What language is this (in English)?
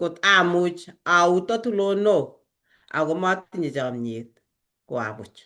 Kalenjin